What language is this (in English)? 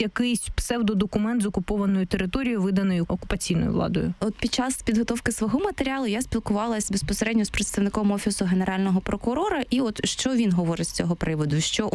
Ukrainian